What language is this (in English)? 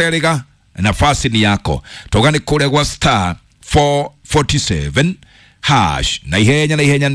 Kikuyu